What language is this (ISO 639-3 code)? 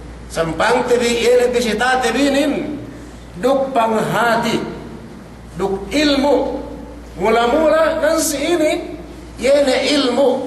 yka